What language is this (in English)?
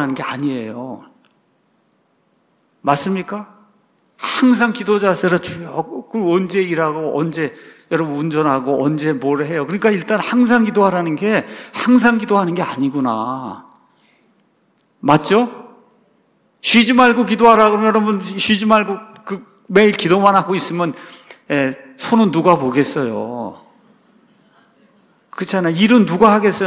Korean